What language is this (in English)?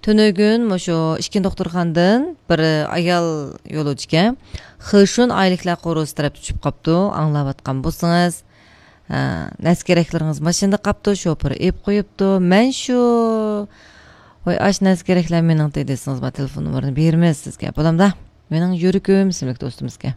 Uyghur